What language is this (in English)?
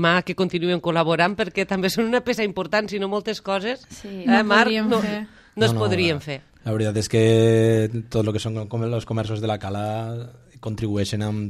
Catalan